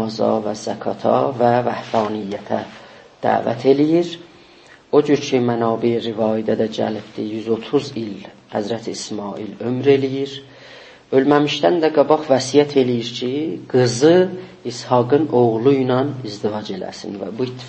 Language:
South Azerbaijani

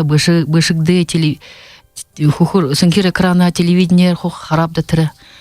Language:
Buriat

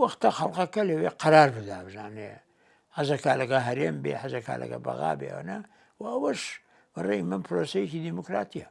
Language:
Central Kurdish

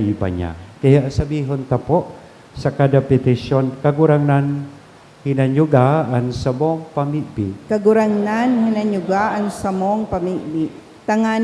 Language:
Bikol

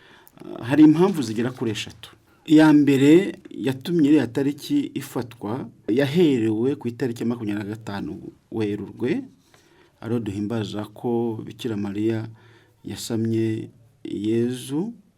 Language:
Kinyarwanda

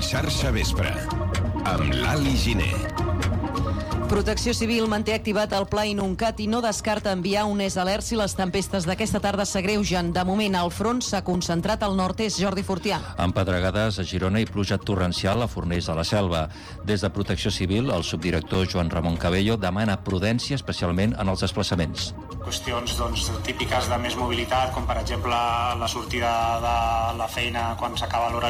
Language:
Catalan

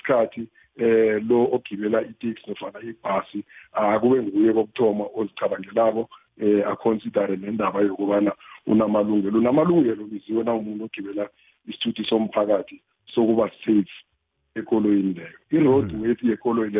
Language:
South Ndebele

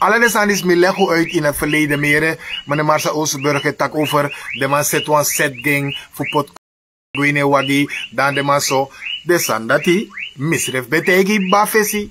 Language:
Sranan Tongo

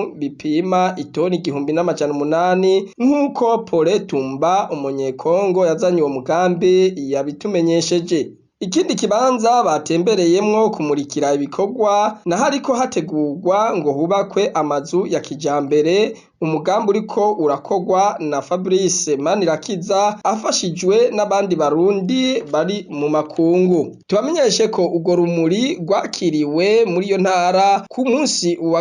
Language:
Rundi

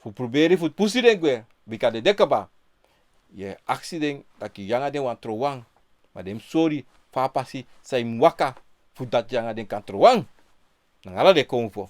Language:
Sranan Tongo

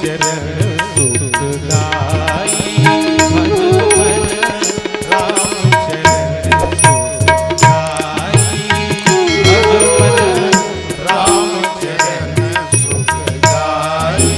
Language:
Chhattisgarhi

